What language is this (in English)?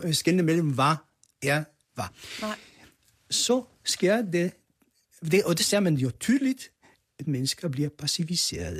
Danish